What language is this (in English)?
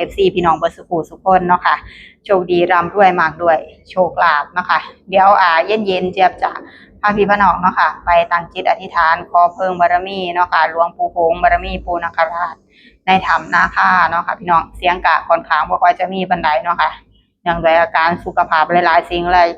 Northeastern Thai